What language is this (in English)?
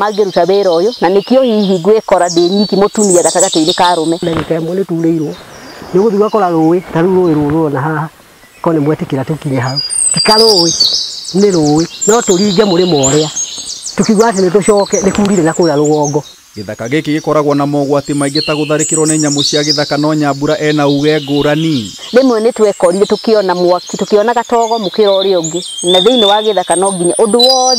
Kikuyu